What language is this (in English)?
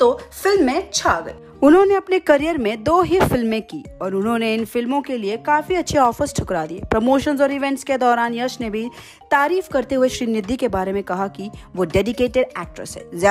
Hindi